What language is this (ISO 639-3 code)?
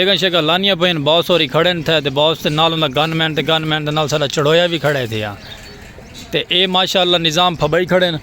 skr